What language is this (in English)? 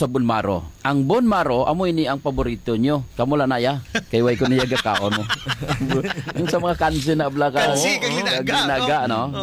Hiligaynon